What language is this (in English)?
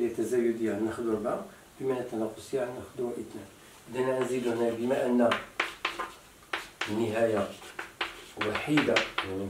Moroccan Arabic